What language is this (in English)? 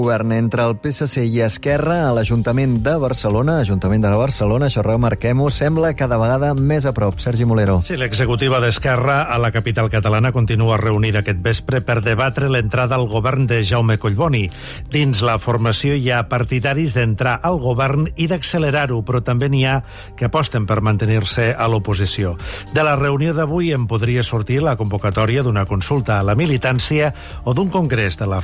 Catalan